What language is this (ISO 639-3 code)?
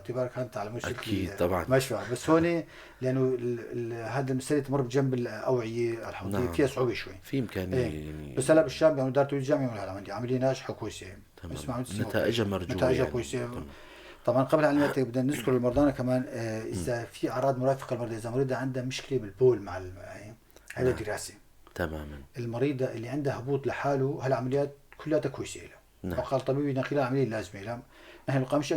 apc